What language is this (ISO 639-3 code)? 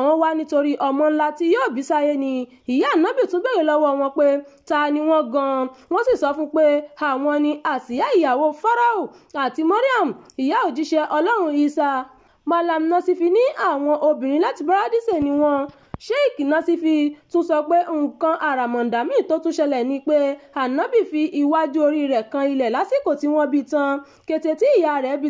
yor